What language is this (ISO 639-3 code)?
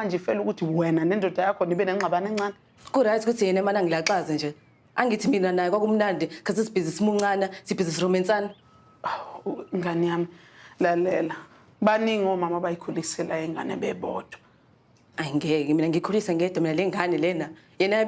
zul